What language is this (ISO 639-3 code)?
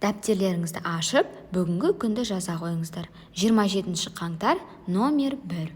kaz